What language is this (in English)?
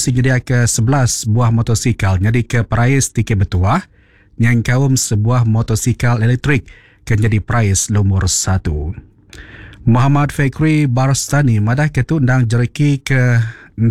Iban